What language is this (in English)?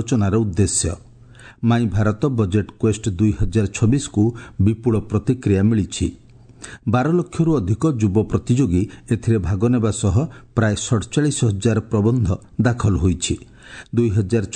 Odia